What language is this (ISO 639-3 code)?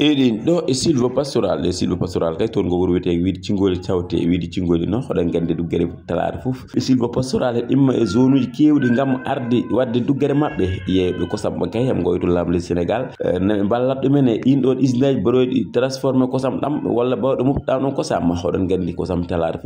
ful